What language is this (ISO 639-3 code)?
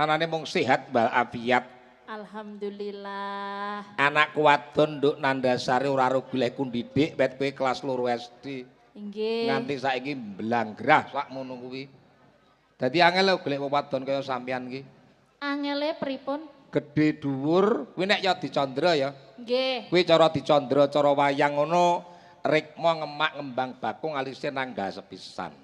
jav